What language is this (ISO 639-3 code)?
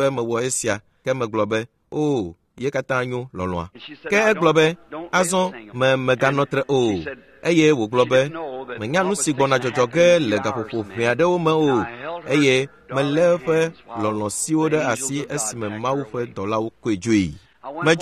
ewe